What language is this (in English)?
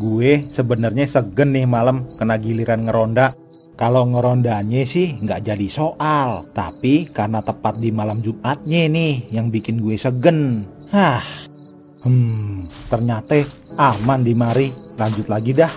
Betawi